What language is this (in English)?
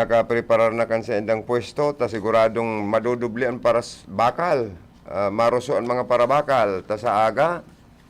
Bikol